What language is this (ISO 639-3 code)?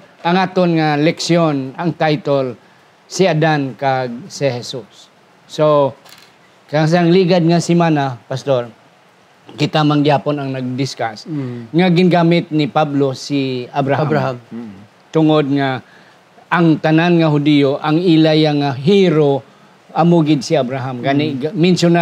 hil